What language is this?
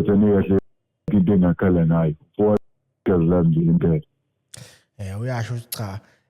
Zulu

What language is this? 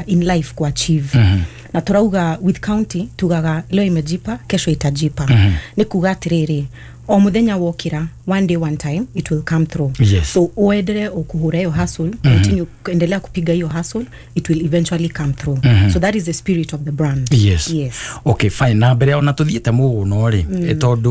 Kikuyu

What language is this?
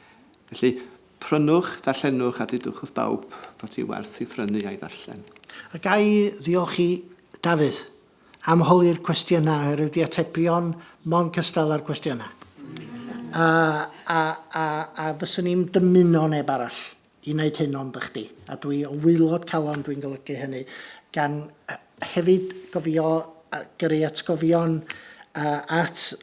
Welsh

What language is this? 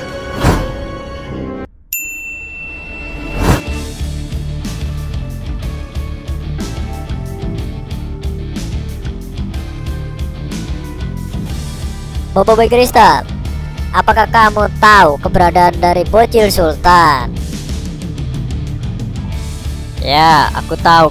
Indonesian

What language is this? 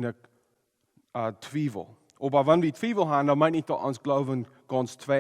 Plautdietsch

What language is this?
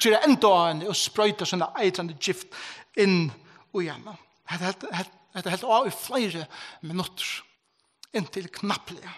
Faroese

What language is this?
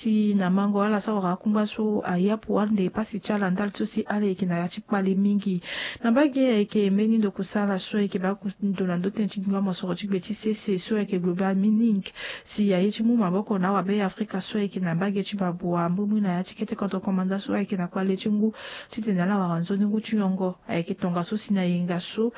Sango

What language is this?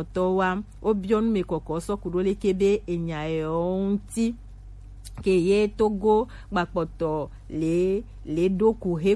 Gen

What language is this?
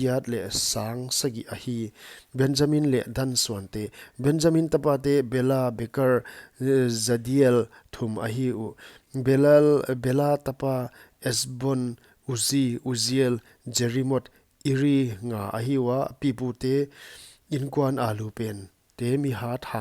Paite Chin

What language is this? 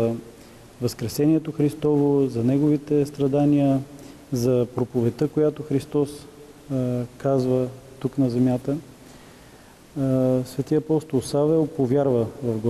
Bulgarian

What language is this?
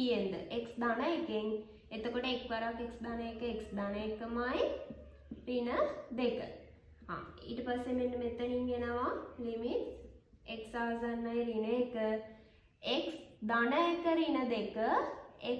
Sinhala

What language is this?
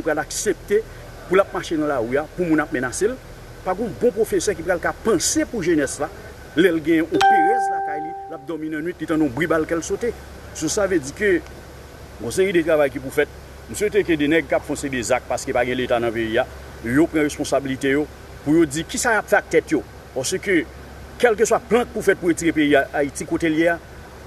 Haitian Creole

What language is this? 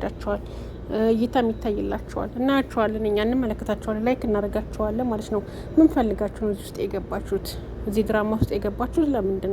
Amharic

